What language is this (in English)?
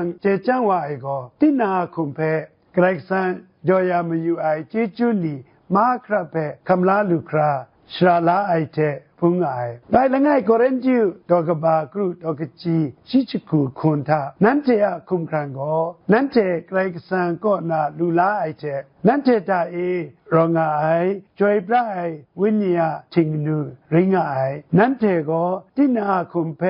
Kachin